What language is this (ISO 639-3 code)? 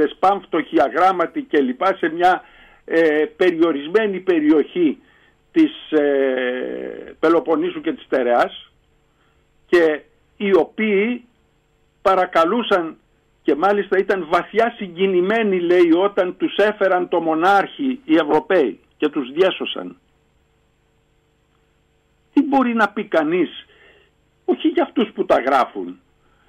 ell